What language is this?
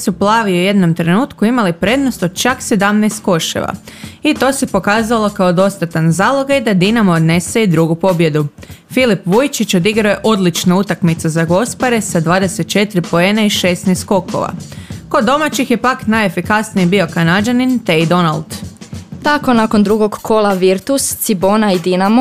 Croatian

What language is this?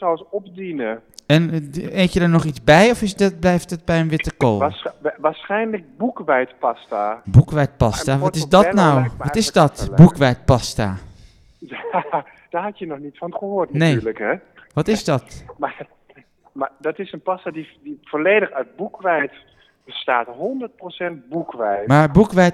Dutch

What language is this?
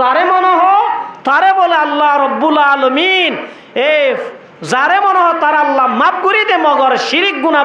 Rohingya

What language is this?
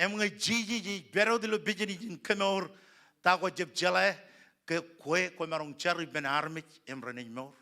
Marshallese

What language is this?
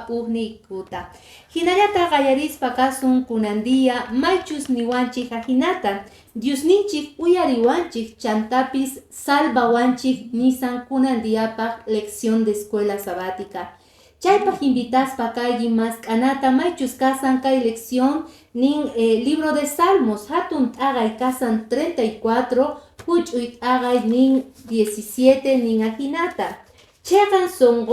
Quechua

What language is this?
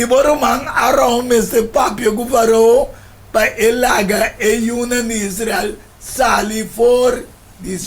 Papiamento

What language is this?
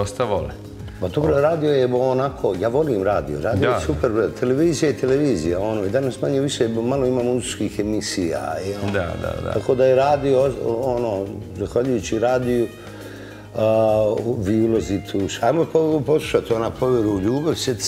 Serbian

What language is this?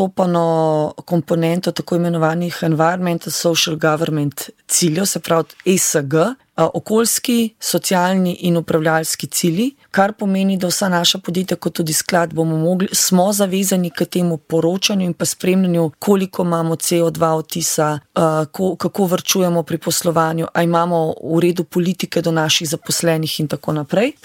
Slovenian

